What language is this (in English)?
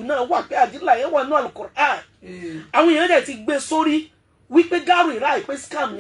Yoruba